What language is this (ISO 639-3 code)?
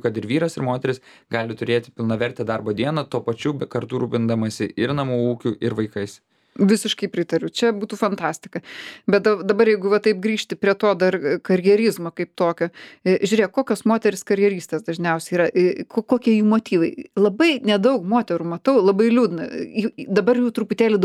lit